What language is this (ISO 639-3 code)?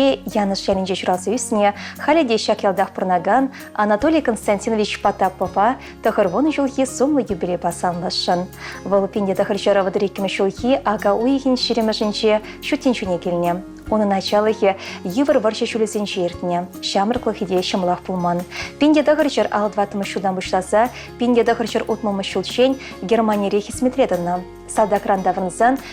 chv